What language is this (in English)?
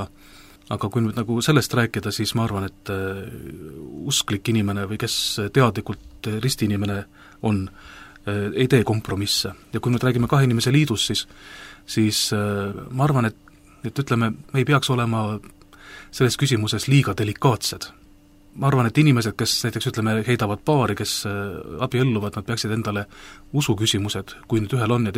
Estonian